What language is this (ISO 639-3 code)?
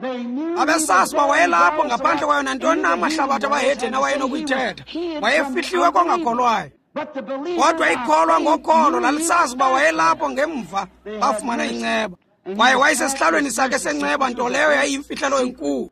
xho